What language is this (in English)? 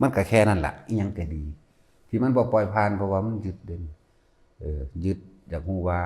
Lao